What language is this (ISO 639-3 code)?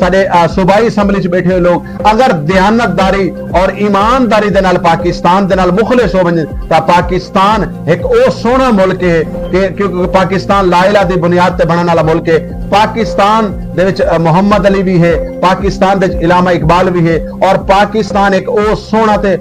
skr